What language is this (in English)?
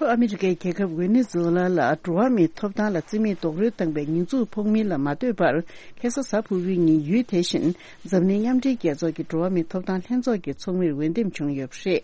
Tibetan